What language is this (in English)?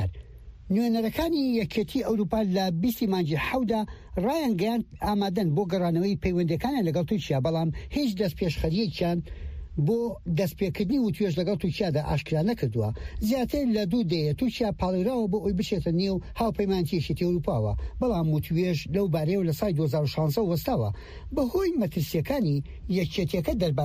Central Kurdish